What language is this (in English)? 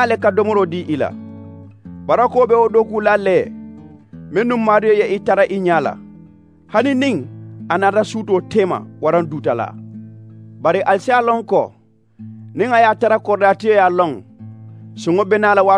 Mandingo